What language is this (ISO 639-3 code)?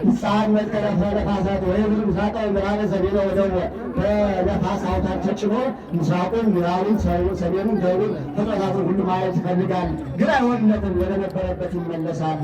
amh